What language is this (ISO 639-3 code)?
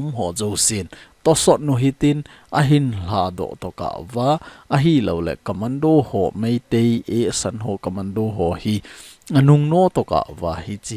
tcz